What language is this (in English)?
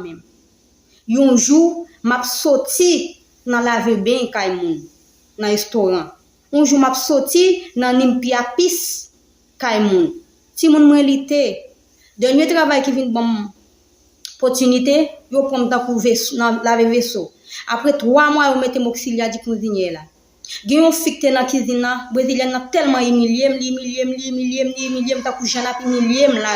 Haitian Creole